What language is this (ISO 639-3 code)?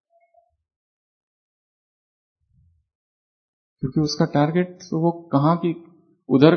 hin